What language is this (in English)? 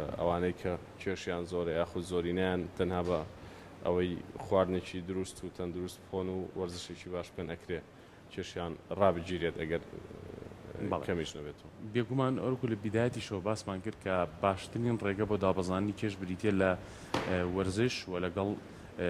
Central Kurdish